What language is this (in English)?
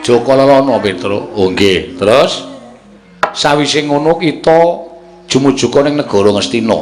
Javanese